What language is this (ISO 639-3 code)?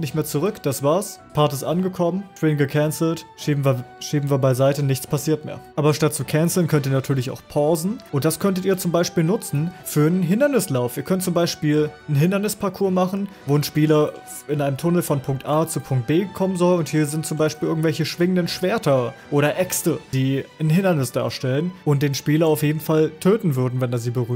deu